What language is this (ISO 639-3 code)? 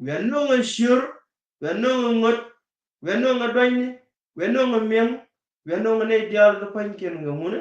nus